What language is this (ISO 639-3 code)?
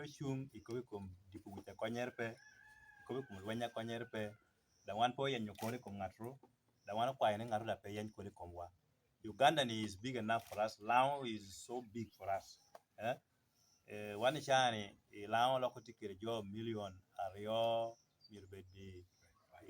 laj